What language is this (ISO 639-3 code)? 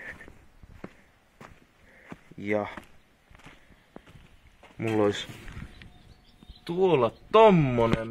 fin